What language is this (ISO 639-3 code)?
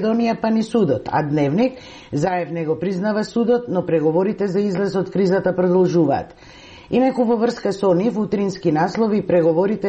mkd